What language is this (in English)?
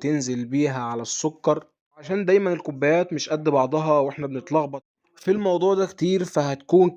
Egyptian Arabic